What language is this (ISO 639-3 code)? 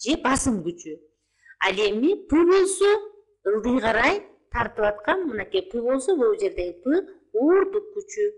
kir